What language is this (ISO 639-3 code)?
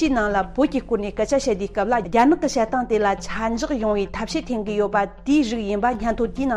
bod